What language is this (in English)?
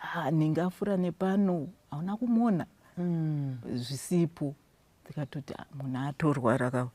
Shona